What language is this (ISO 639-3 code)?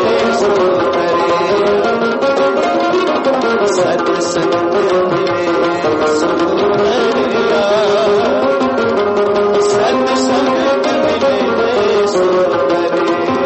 hin